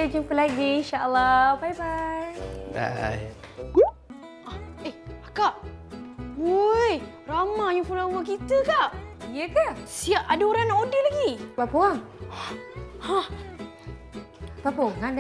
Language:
Malay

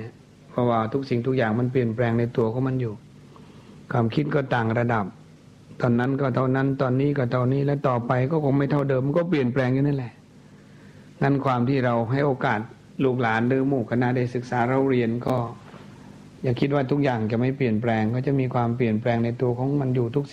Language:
Thai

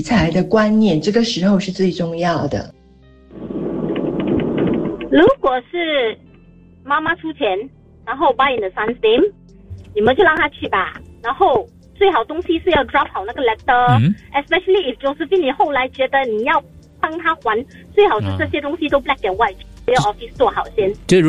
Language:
Chinese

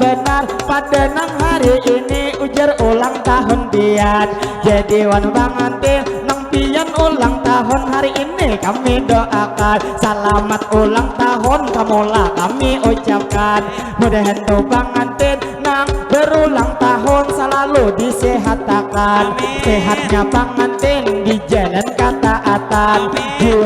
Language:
Banjar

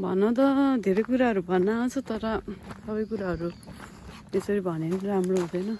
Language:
Nepali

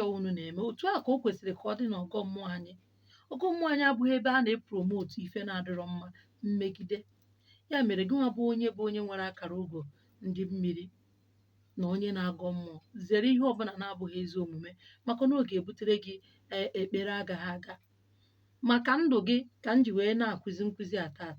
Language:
Igbo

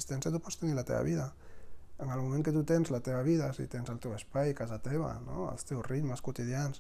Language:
Catalan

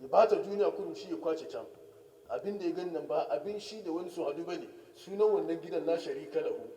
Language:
Hausa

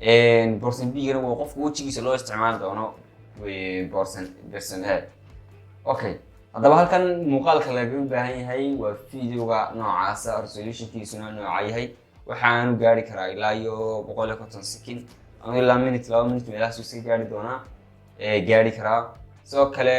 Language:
Somali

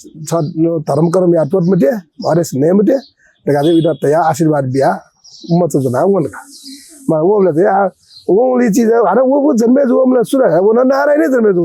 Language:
Newari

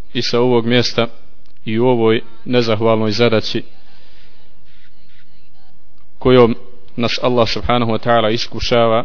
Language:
Bosnian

